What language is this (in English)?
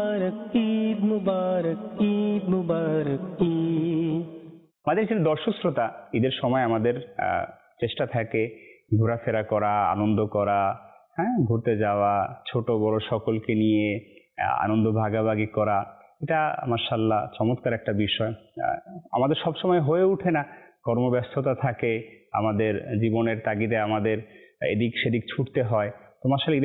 Bangla